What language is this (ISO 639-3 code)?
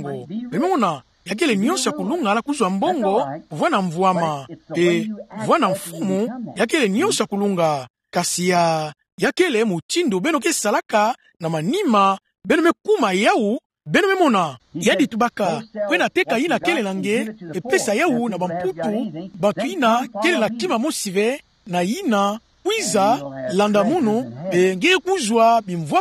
ktu